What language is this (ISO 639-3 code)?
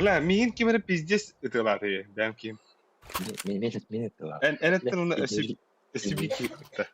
sah